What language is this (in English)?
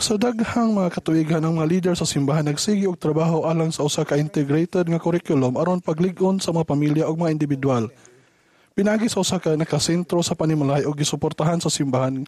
Cebuano